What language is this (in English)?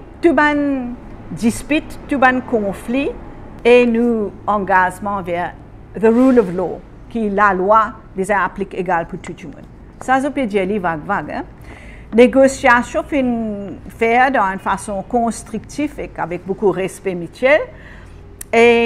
Morisyen